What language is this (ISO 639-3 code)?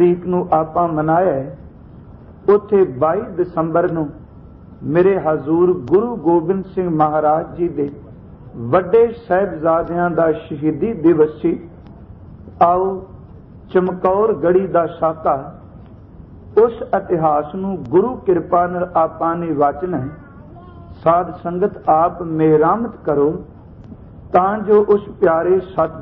pan